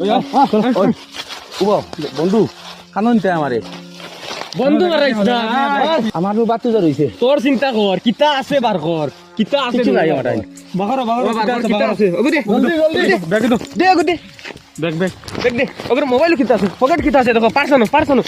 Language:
Sylheti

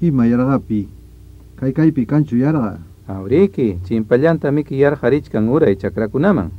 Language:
Ayacucho Quechua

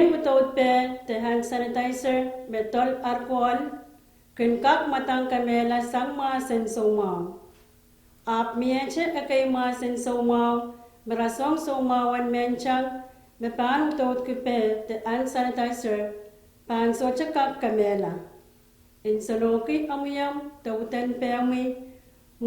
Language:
Pohnpeian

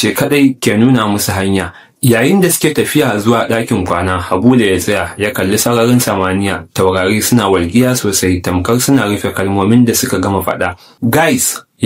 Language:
Hausa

